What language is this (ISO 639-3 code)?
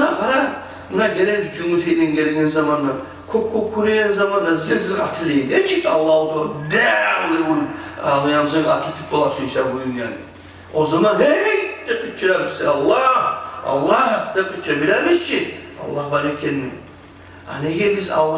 kum